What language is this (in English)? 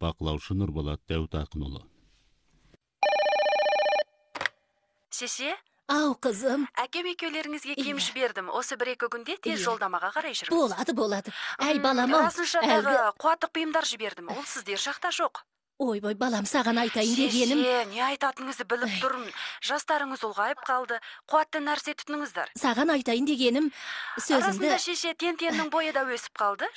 Kazakh